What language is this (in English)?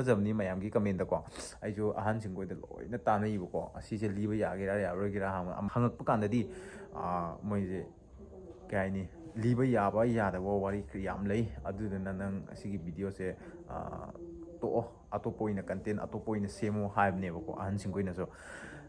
Manipuri